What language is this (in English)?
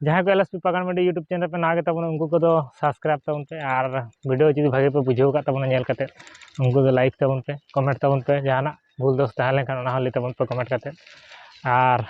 Santali